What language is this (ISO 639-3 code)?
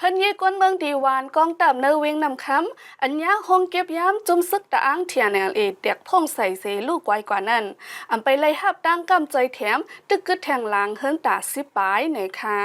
shn